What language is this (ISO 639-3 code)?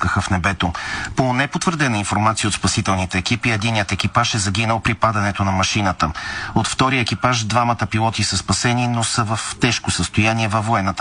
bul